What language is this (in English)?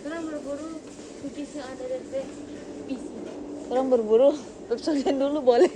Manado Malay